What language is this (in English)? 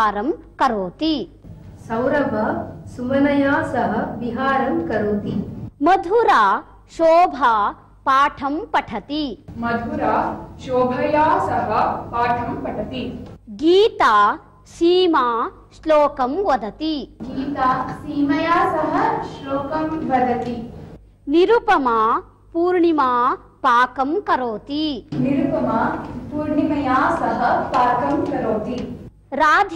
Sanskrit